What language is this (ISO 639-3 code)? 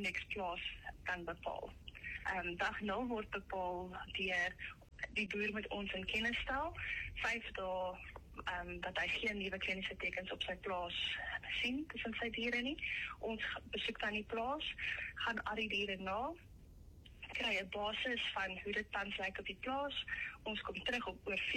afr